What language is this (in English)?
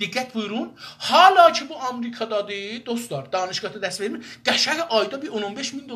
South Azerbaijani